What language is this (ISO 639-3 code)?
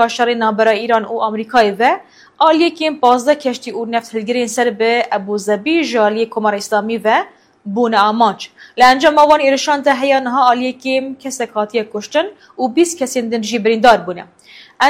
kur